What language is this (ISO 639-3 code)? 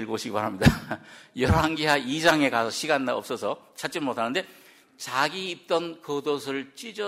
kor